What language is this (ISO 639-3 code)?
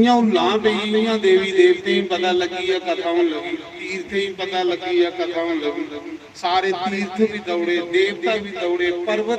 doi